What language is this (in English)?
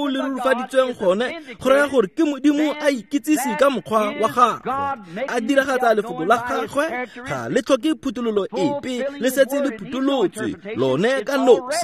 Tswana